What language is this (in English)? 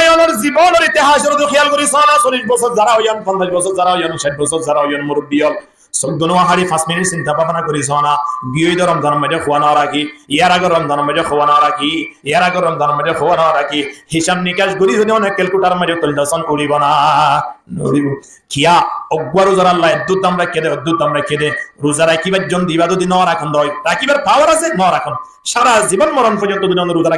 Rohingya